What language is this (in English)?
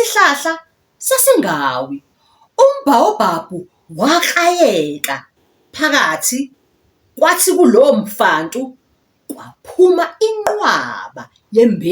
Zulu